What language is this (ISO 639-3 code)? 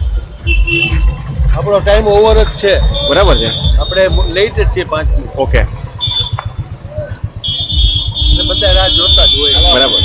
guj